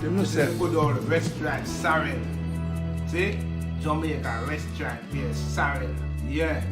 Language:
Jamaican Creole English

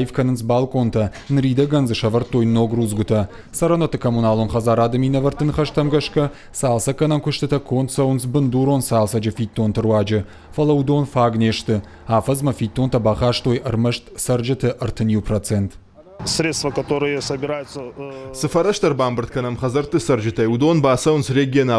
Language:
Ossetic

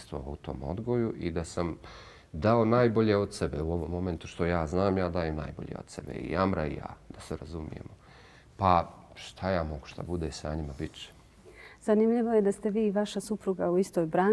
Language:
Bosnian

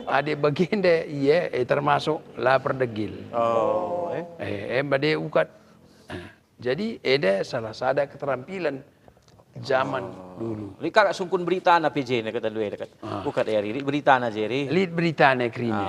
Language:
Batak Karo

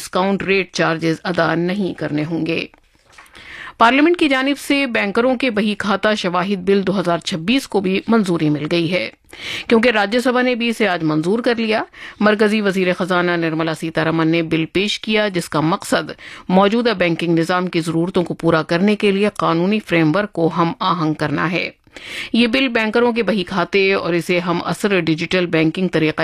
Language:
Urdu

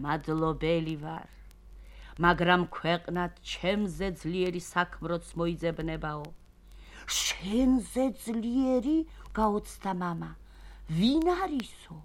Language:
Georgian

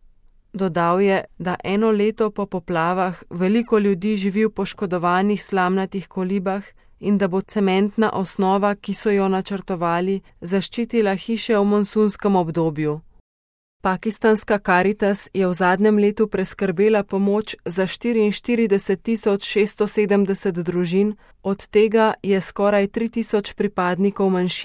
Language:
Slovenian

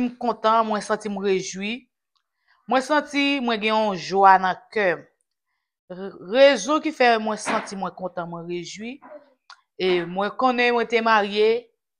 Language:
Haitian Creole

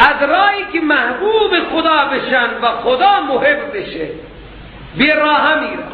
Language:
Persian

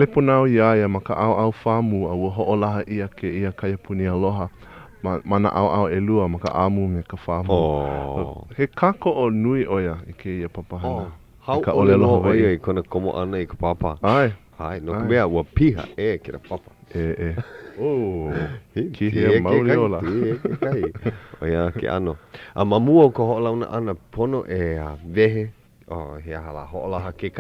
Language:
Hawaiian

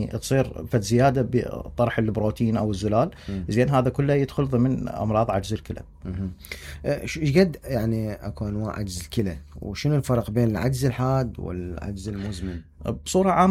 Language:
Mesopotamian Arabic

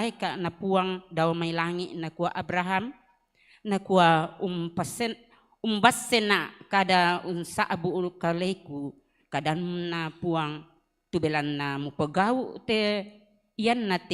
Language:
Toraja-Sa'dan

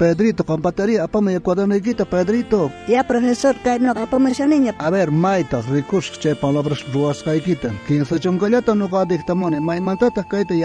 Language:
South Bolivian Quechua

